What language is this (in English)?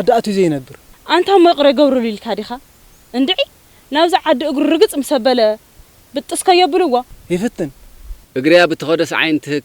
Tigrinya